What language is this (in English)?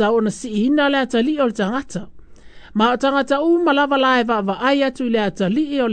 Samoan